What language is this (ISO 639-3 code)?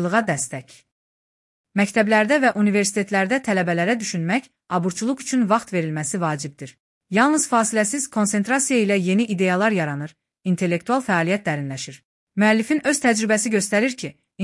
aze